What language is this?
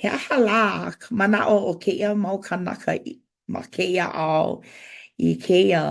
Hawaiian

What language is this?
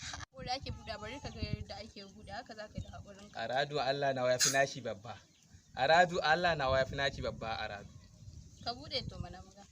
Hausa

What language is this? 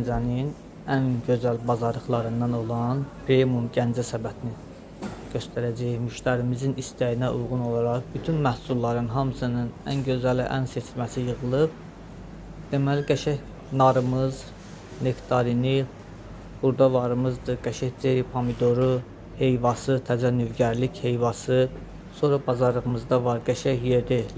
Azerbaijani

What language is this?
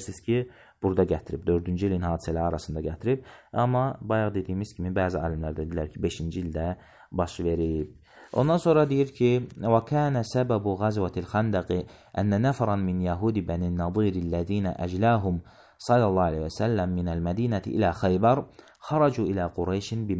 Azerbaijani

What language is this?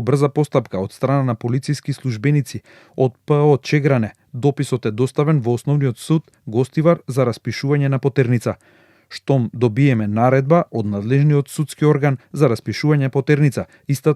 Macedonian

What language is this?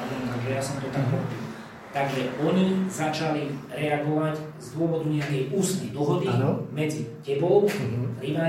Slovak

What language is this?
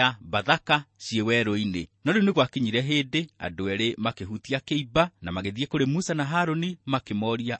Kikuyu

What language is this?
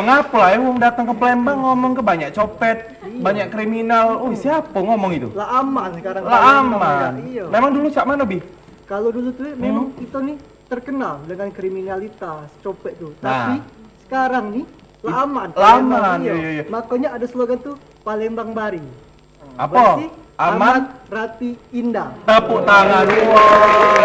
Musi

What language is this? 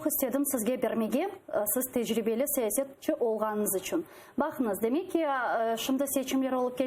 Crimean Tatar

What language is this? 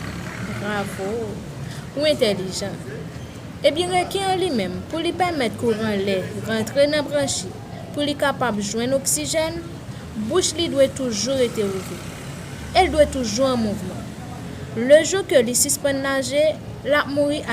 Haitian Creole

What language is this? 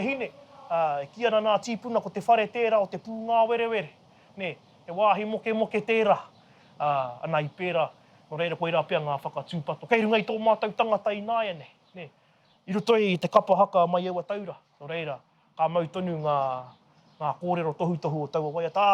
Māori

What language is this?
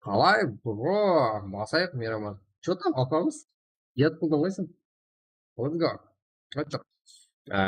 Kara-Kalpak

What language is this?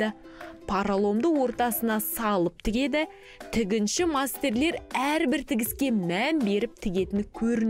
Kazakh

